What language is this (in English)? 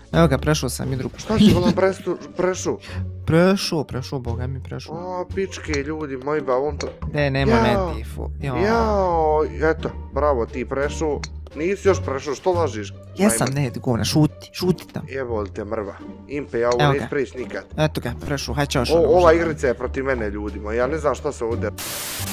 Bosnian